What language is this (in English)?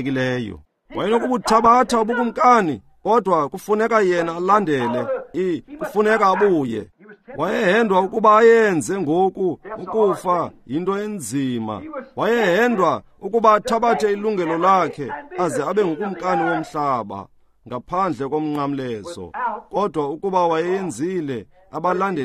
Xhosa